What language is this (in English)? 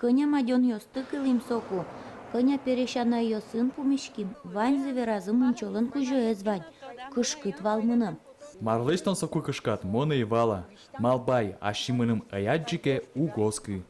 Udmurt